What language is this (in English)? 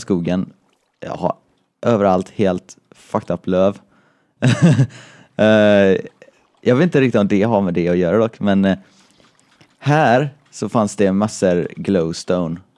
Swedish